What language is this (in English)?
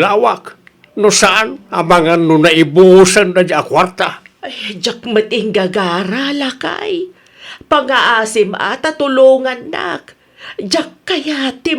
Iloko